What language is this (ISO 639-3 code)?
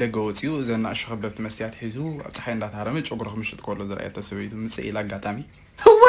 tir